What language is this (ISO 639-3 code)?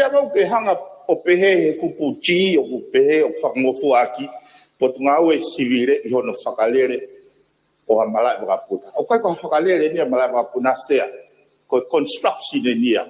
ton